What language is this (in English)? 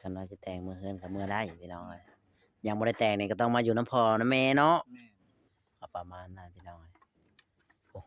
Northeastern Thai